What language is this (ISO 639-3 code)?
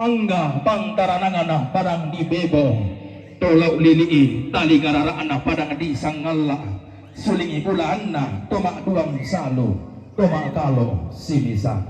sda